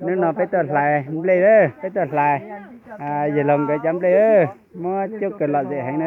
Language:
Hmong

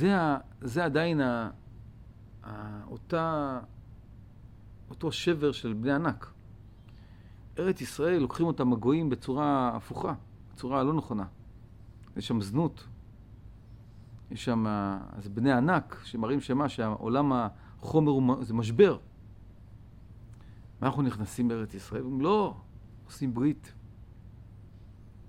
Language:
Hebrew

